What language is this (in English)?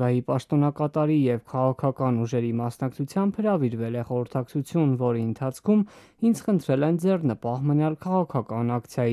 Armenian